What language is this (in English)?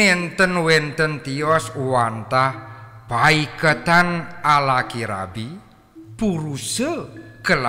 Balinese